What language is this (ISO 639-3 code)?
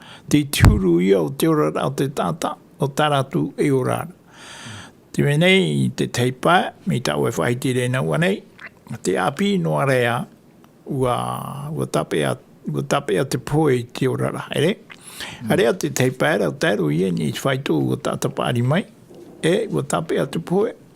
tah